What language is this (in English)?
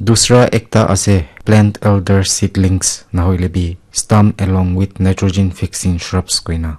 Naga Pidgin